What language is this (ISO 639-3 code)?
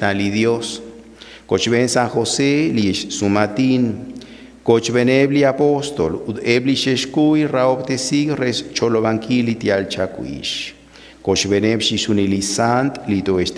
kek